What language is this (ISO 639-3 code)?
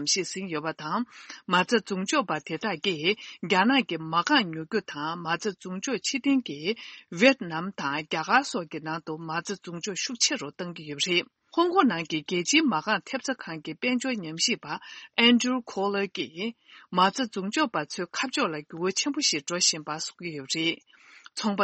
bod